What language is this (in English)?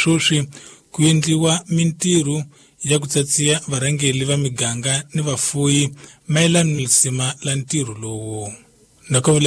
Tsonga